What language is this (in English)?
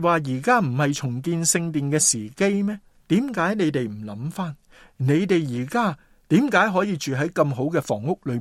Cantonese